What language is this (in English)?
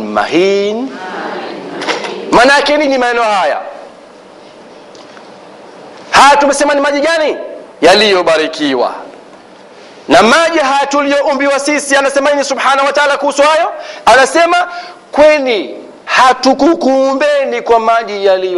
Swahili